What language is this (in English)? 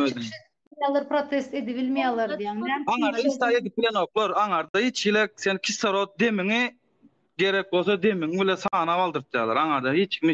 Turkmen